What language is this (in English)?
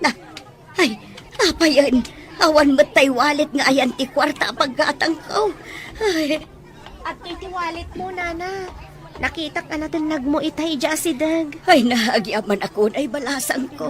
Iloko